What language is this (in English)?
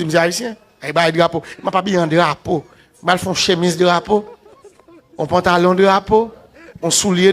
Haitian Creole